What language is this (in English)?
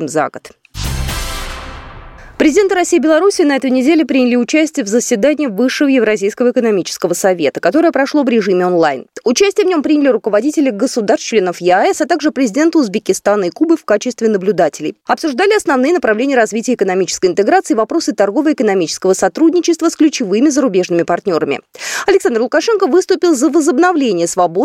Russian